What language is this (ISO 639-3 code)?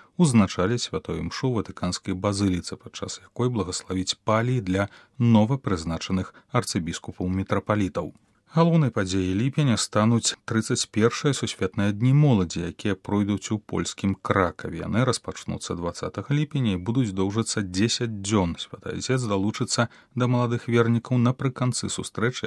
bel